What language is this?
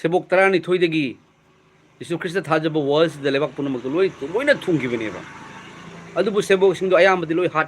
Manipuri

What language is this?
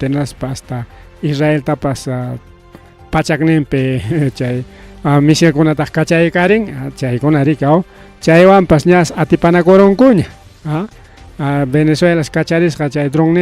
Ayacucho Quechua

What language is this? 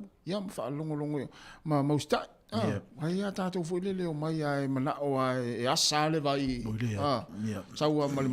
Samoan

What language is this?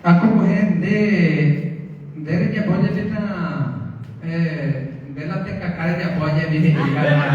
Guarani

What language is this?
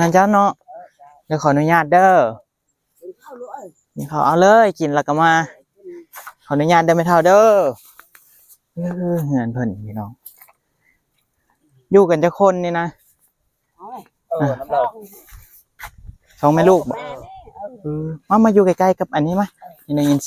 Lao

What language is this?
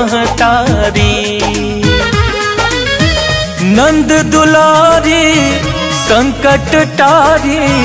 Bhojpuri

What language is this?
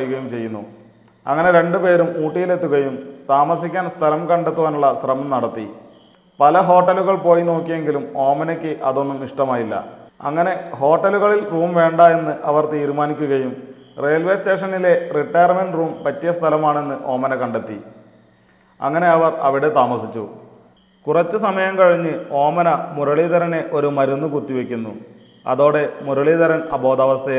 Malayalam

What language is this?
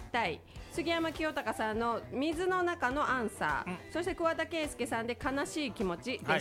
Japanese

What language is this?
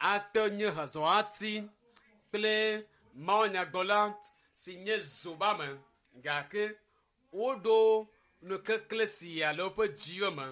Ewe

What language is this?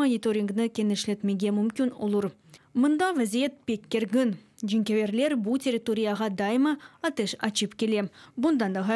Crimean Tatar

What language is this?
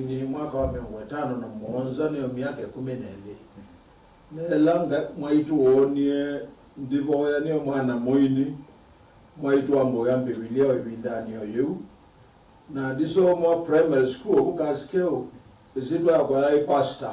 Kamba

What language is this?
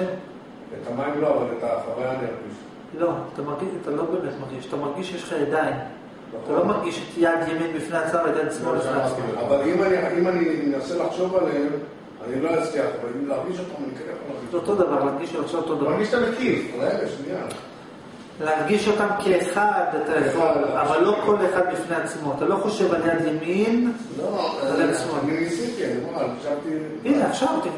Hebrew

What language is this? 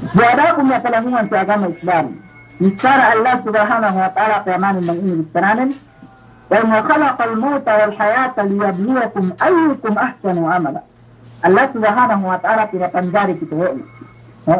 Yakan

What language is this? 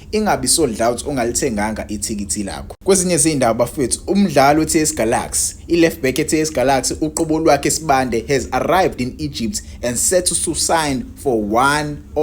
Zulu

